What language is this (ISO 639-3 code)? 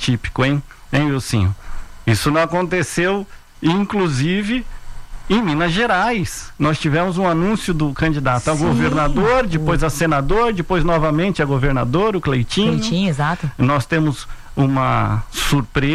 por